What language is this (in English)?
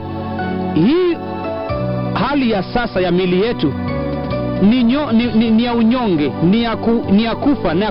Swahili